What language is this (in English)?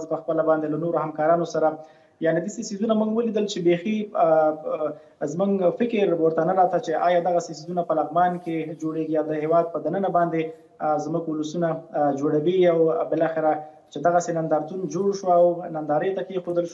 Pashto